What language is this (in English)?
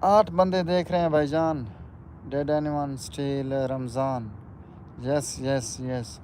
Saraiki